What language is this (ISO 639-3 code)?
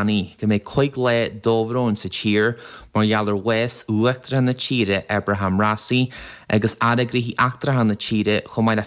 gle